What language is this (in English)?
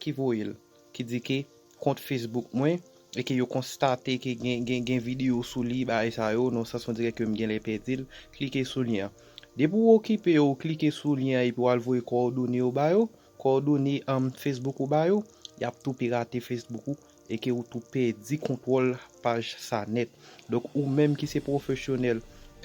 Haitian Creole